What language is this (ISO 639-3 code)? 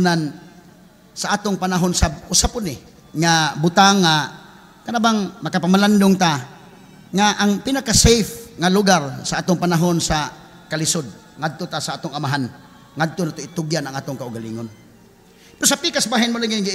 ceb